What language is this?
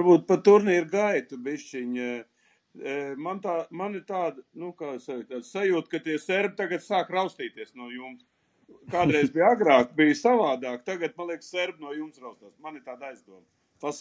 Latvian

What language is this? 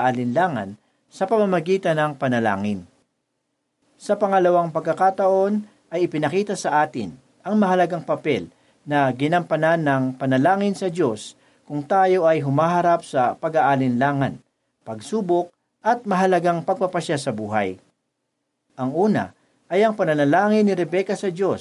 Filipino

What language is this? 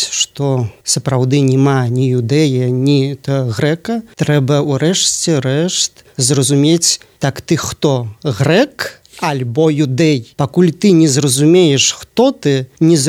Belarusian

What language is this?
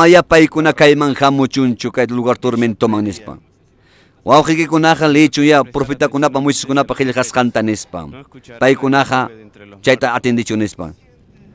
Ayacucho Quechua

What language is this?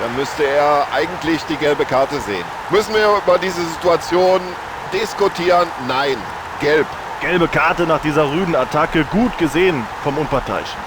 Bavarian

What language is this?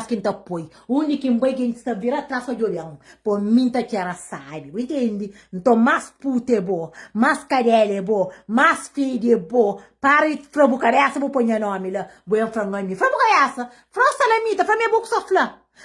Kabuverdianu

